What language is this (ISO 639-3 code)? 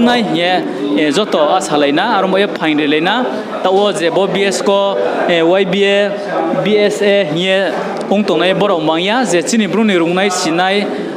ria